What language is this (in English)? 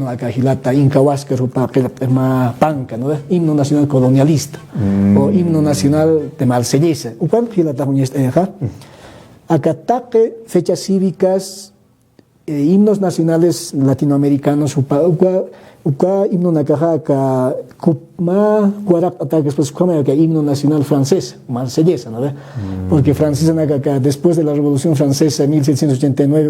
Aymara